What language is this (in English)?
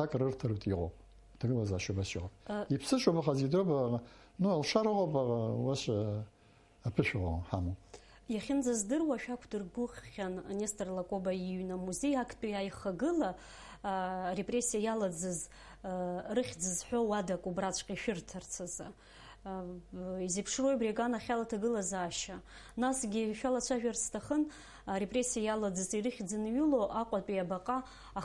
Abkhazian